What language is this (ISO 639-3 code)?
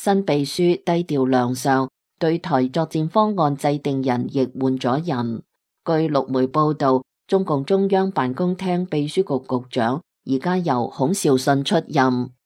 yue